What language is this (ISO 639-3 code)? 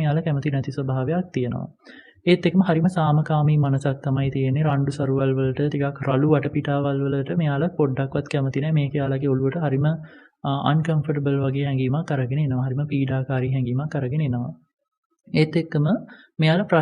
sin